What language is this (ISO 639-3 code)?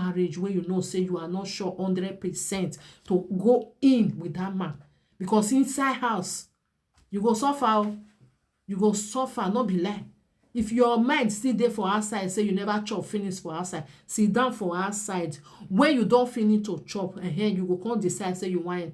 pcm